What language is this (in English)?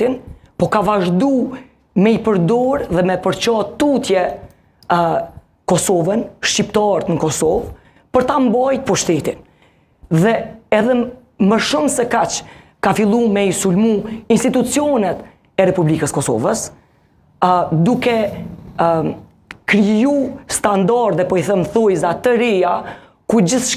Albanian